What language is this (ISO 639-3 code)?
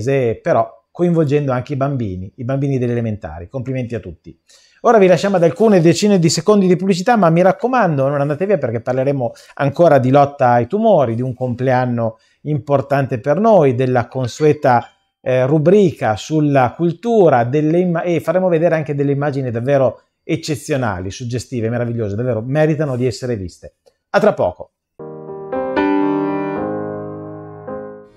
ita